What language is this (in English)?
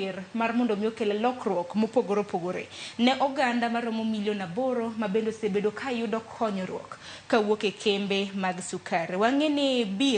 Luo (Kenya and Tanzania)